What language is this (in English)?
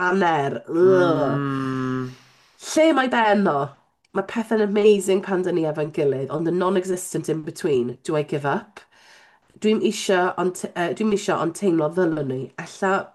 Welsh